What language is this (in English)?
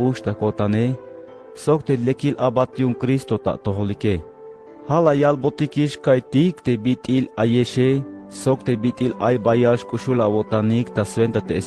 Tzeltal